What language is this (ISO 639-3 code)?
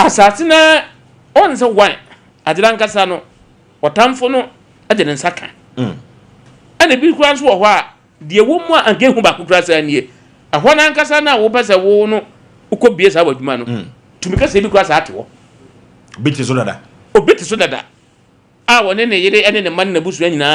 aka